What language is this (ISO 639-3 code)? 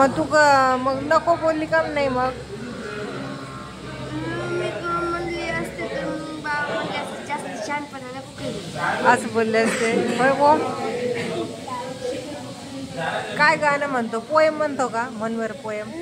mar